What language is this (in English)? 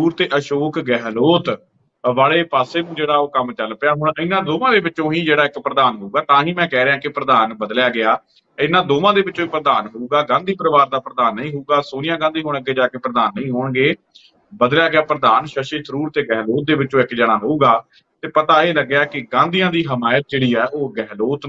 Punjabi